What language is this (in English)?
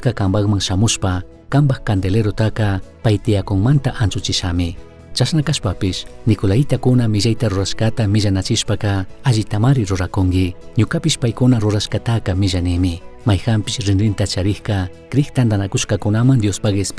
Chimborazo Highland Quichua